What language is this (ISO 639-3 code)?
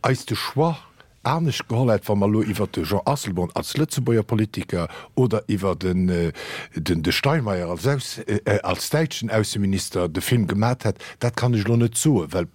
ltz